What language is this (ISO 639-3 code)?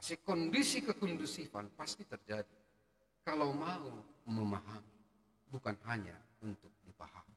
bts